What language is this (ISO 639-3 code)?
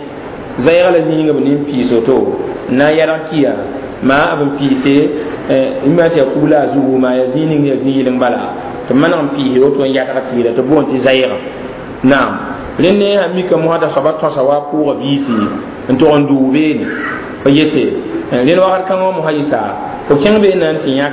mos